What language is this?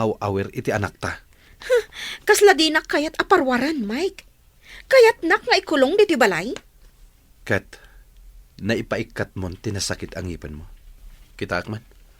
Iloko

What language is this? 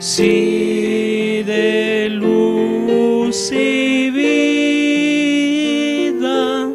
Aymara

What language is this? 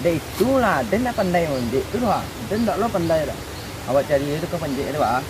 Minangkabau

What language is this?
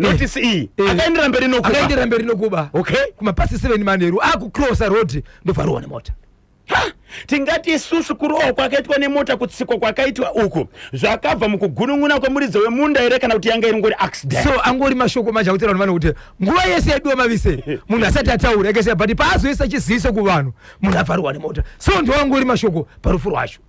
Shona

